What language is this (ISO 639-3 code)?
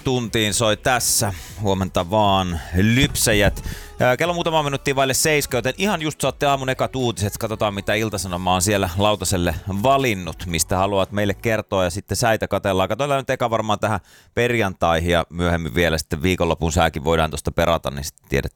fin